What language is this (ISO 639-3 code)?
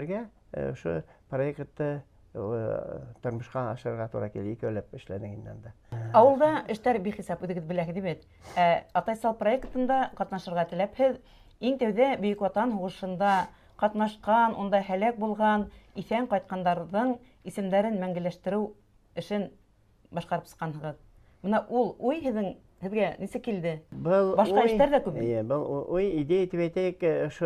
bak